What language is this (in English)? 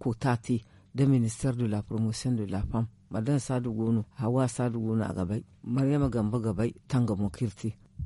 Zarma